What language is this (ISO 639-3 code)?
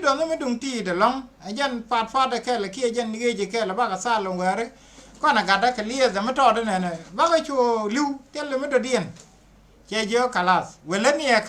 nus